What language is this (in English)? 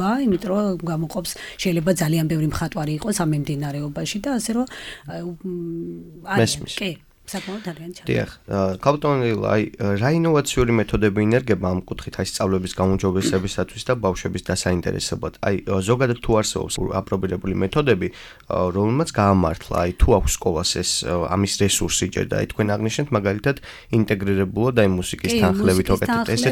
Georgian